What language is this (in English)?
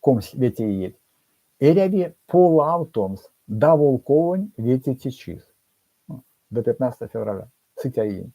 Erzya